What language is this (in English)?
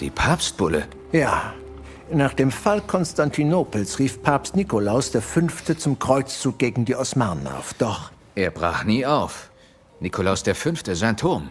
Bavarian